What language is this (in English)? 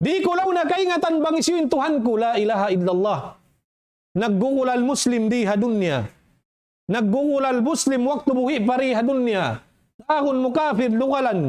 Tausug